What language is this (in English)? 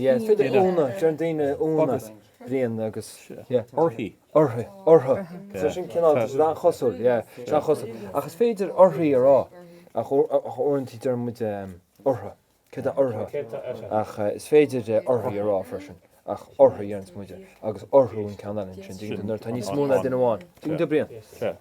Irish